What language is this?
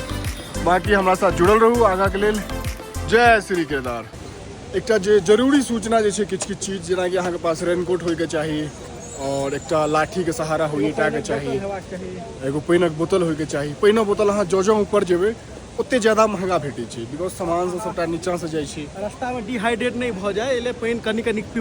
Maithili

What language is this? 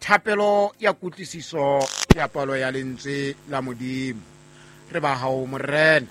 Southern Sotho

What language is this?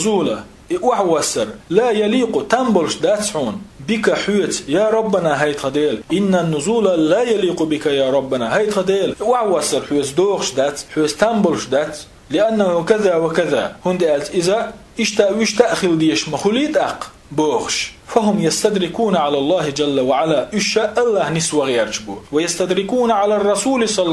Chechen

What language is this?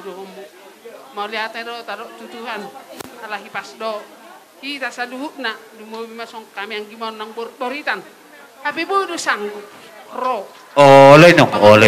Batak Toba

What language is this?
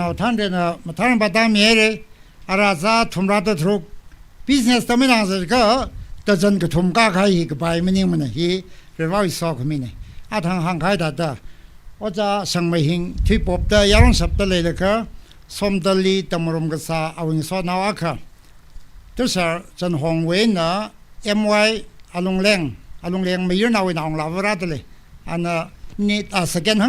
Tangkhul Naga (India)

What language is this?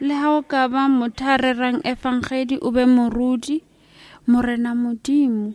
Southern Sotho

